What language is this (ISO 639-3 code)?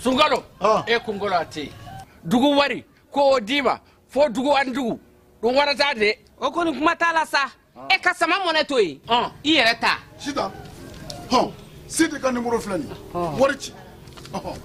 bam